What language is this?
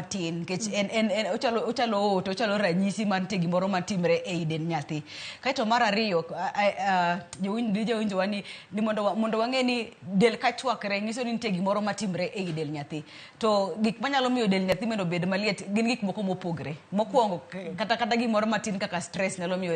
Luo (Kenya and Tanzania)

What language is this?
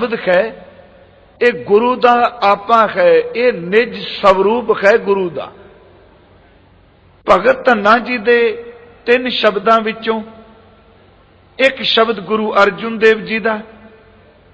Punjabi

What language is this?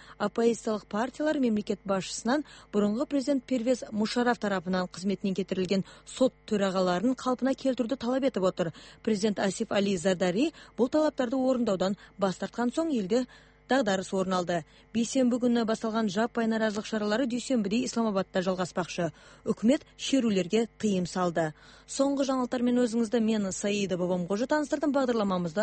Kazakh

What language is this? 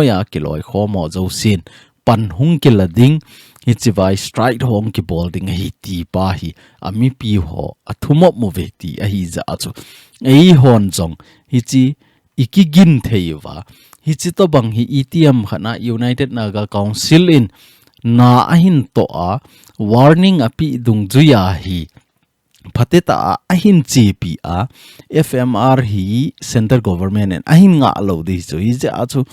Thado Chin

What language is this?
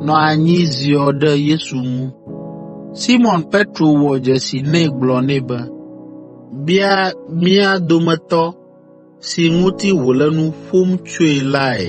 Ewe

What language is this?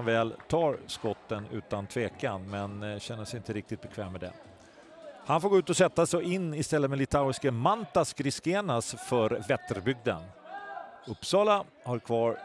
Swedish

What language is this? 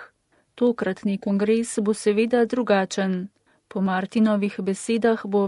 Slovenian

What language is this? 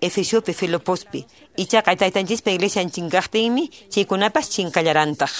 Quechua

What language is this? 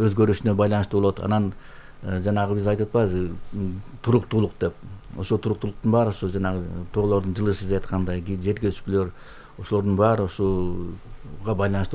Kyrgyz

